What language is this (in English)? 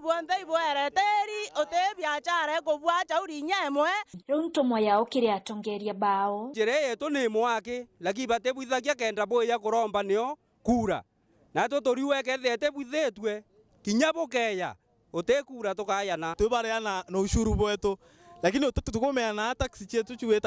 Meru